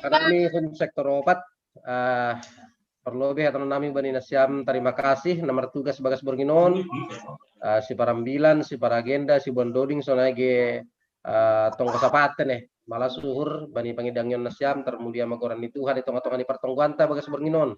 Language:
Batak Simalungun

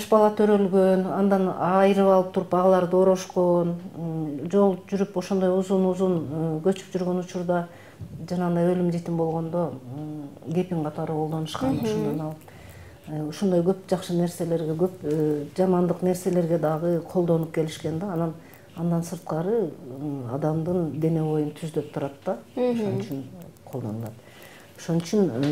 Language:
Kyrgyz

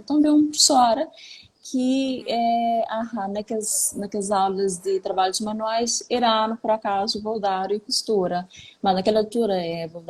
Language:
Kabuverdianu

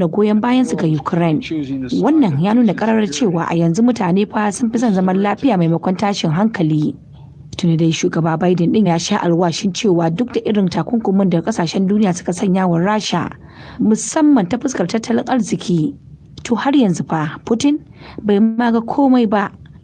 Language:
Hausa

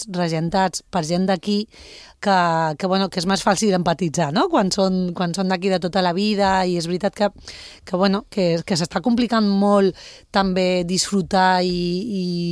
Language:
Catalan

